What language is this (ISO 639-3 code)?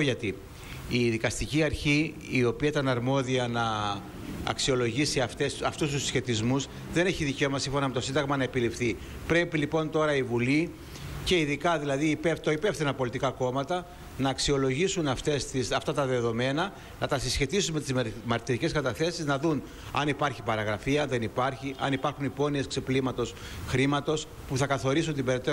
ell